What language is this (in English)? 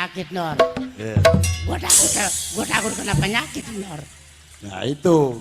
Betawi